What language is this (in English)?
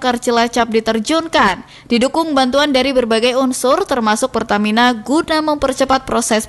Indonesian